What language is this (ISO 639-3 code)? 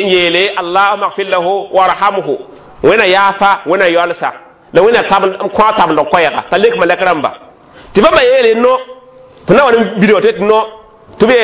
mos